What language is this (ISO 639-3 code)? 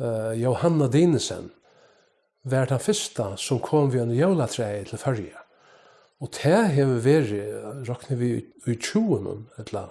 fao